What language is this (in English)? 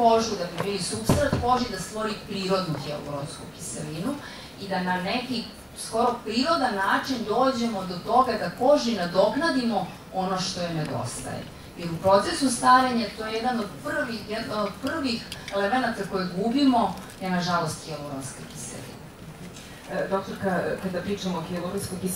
Serbian